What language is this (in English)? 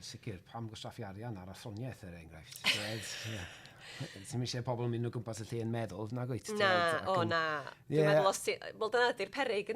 Welsh